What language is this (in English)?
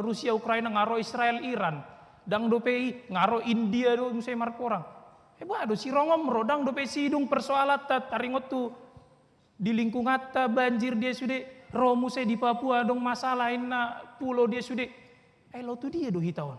Batak Toba